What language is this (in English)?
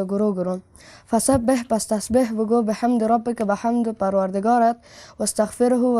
Persian